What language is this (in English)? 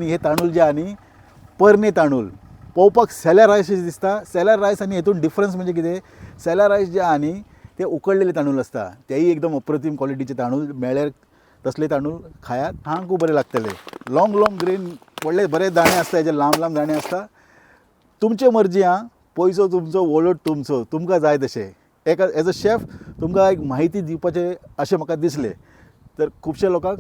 Konkani